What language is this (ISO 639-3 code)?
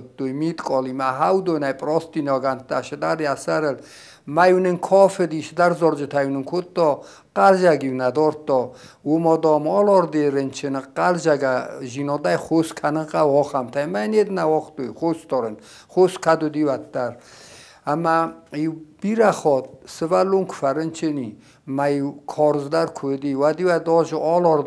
oss